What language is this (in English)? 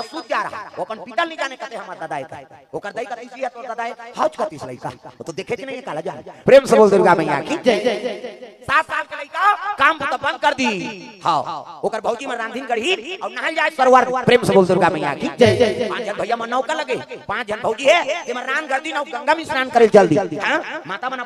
Chhattisgarhi